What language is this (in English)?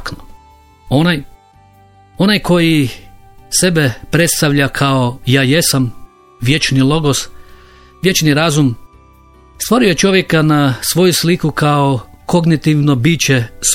Croatian